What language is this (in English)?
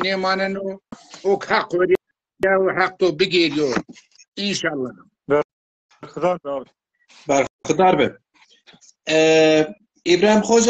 Zaza